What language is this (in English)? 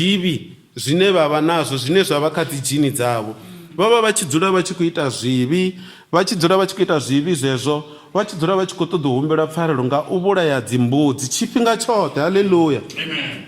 Venda